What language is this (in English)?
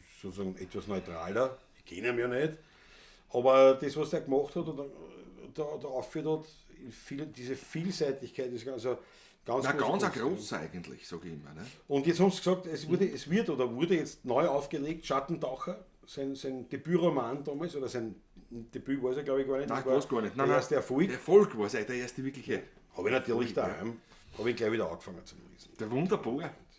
Bavarian